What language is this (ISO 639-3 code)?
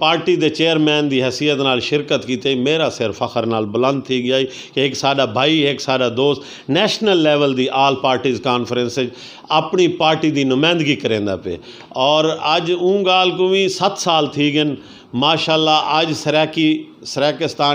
skr